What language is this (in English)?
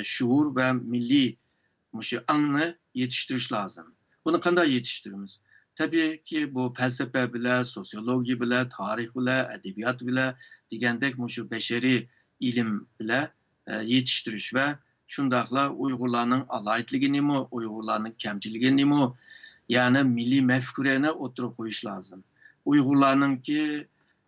Uyghur